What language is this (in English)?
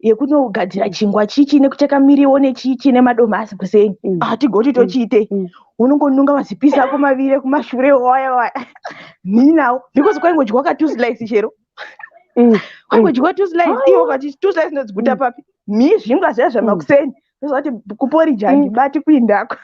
Shona